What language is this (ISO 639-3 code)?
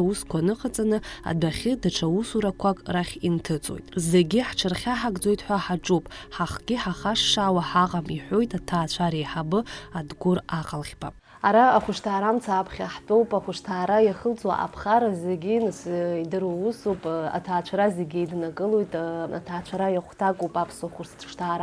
abk